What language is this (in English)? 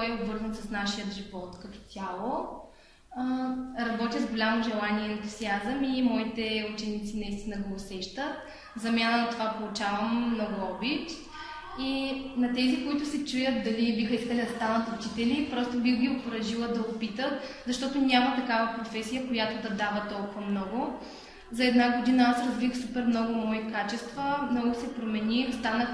Bulgarian